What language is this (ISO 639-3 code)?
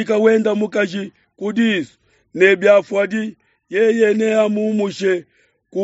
lua